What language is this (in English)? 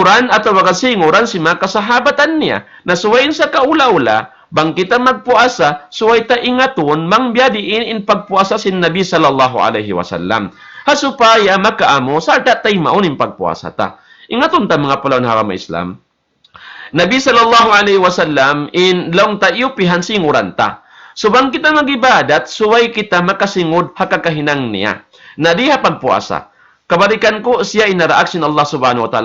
Tausug